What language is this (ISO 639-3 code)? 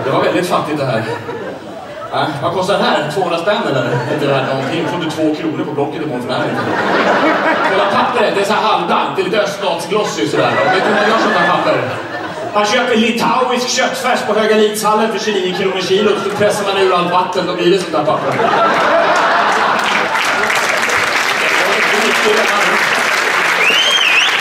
swe